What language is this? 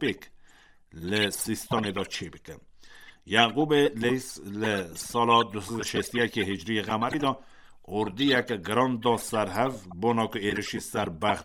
Kurdish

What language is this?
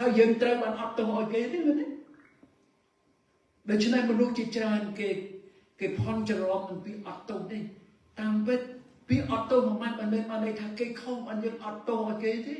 Khmer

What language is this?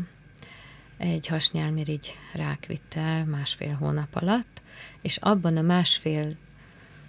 Hungarian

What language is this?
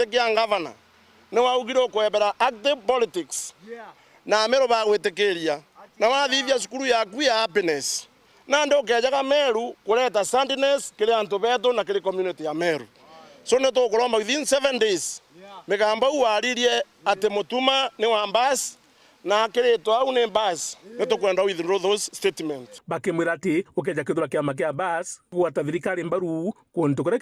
Meru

